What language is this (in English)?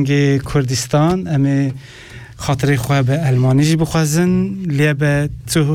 Kurdish